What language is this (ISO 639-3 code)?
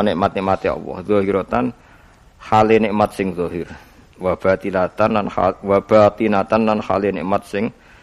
jav